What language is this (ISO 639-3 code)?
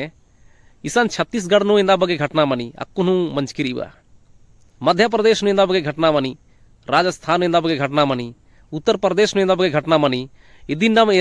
kru